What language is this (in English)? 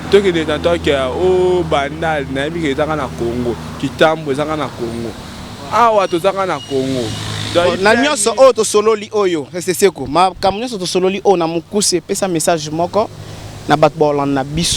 Lingala